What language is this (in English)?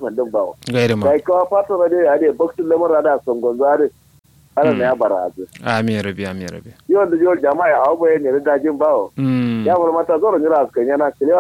Kanuri